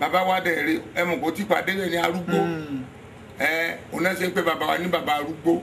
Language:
Yoruba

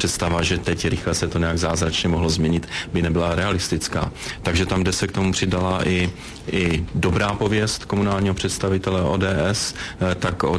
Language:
Czech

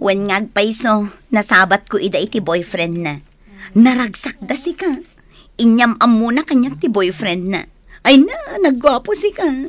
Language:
Iloko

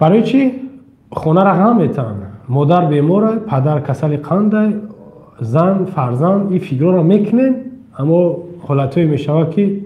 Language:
Tajik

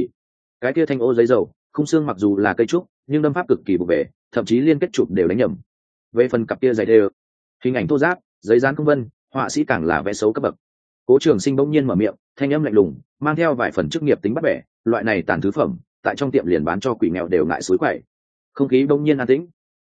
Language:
Vietnamese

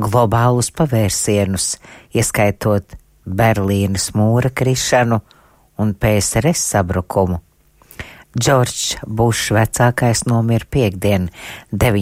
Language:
Latvian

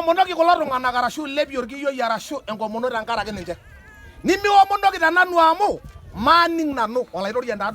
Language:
Masai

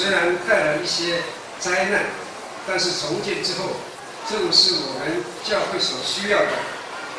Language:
Chinese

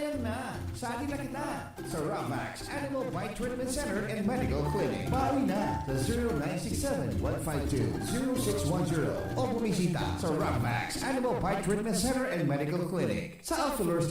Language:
Bikol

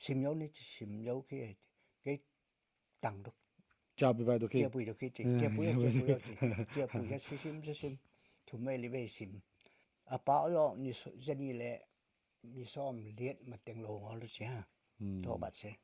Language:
Tedim Chin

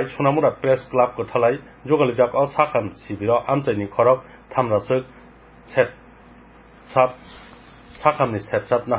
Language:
Kok Borok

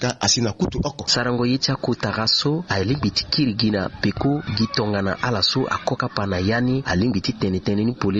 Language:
Sango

